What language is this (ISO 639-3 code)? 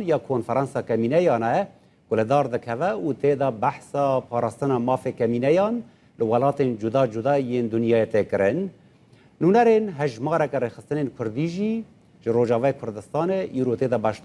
kur